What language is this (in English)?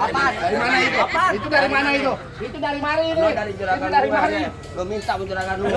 Betawi